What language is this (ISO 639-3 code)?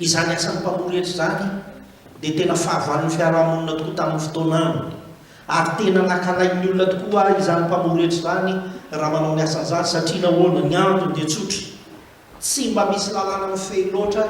mlg